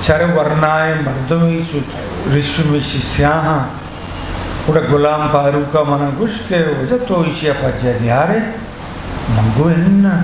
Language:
Eastern Balochi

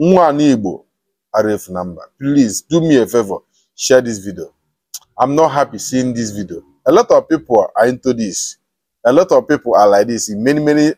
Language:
Igbo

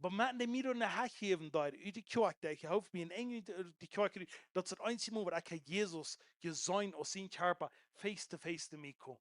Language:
Plautdietsch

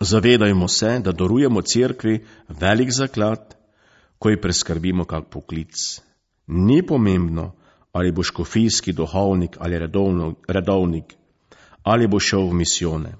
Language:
Slovenian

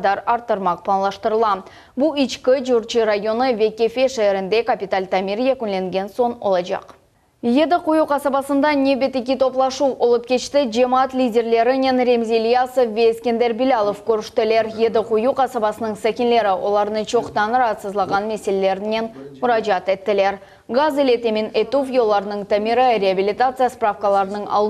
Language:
Crimean Tatar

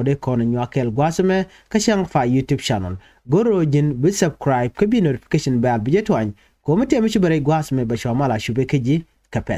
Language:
Nuer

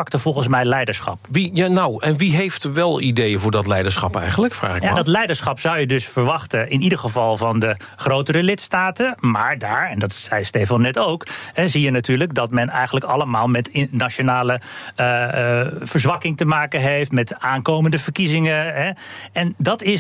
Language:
Dutch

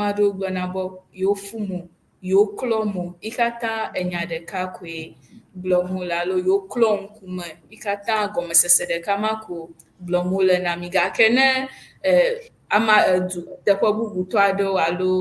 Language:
Ewe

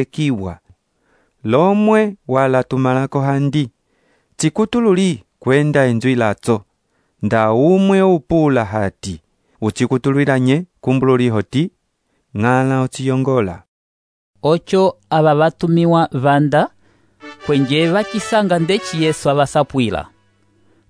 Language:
Umbundu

